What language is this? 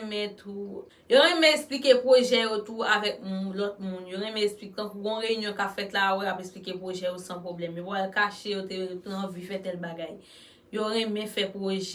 Haitian Creole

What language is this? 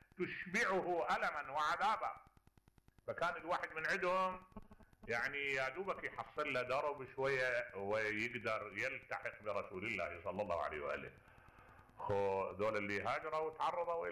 Mesopotamian Arabic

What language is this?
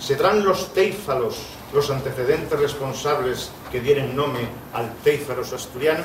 Asturian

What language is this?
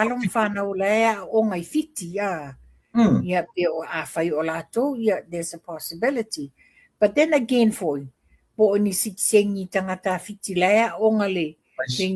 Samoan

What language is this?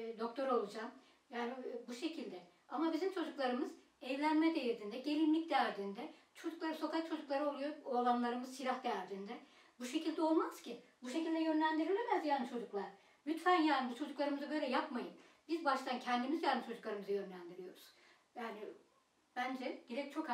Turkish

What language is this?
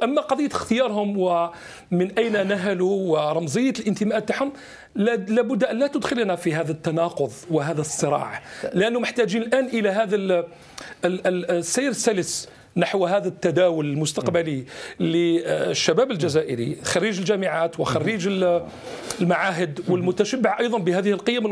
Algerian Arabic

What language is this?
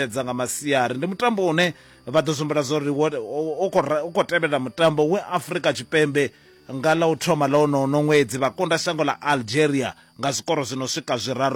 Venda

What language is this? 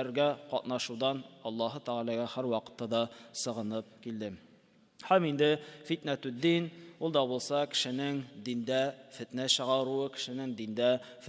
Tatar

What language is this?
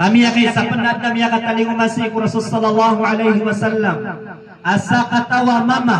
Maranao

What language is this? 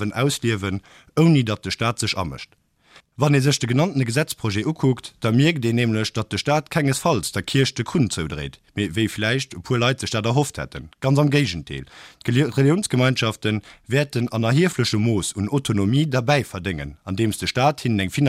Luxembourgish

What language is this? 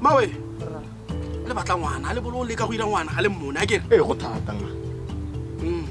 Tswana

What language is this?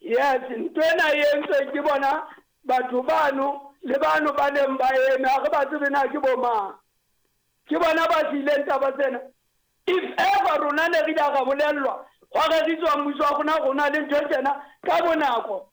Southern Sotho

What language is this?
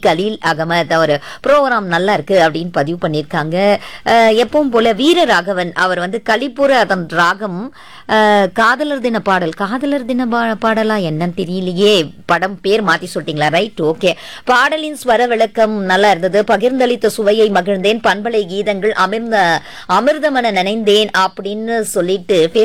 Tamil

